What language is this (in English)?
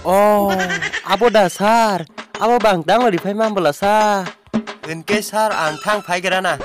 Kok Borok